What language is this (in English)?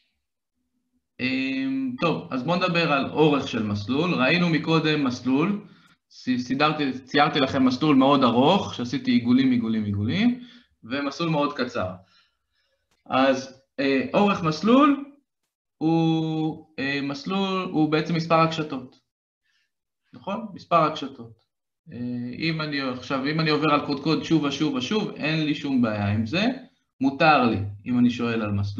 Hebrew